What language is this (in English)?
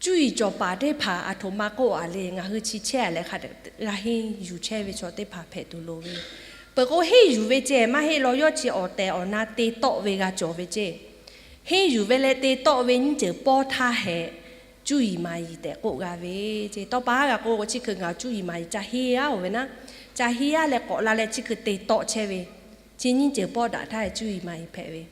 Lahu